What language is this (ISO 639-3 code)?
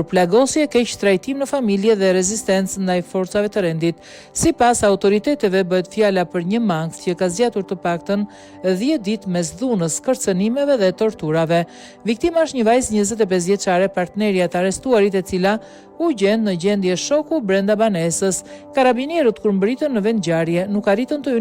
sqi